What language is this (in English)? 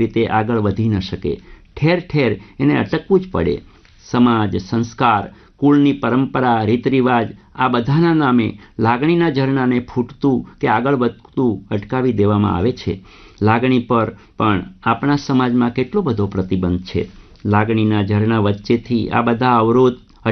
Gujarati